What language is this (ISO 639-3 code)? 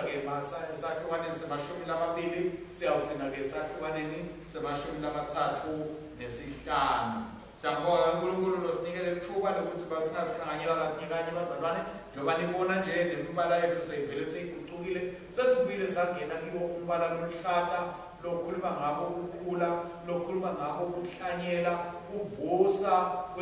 ssw